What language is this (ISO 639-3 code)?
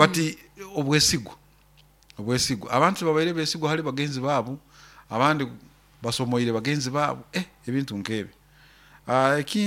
nyo